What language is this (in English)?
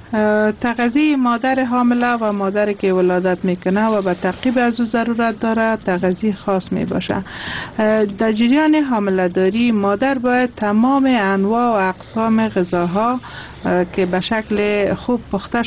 Persian